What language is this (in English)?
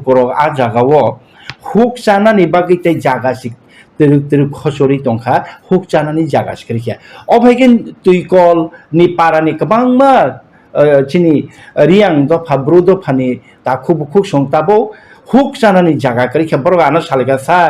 Kok Borok